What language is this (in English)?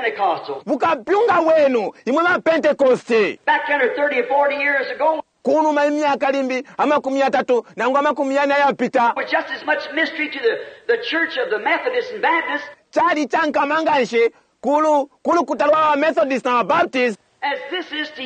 Bemba